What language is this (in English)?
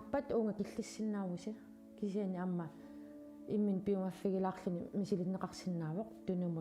Kalaallisut